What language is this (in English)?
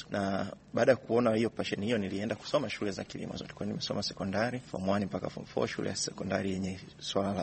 Swahili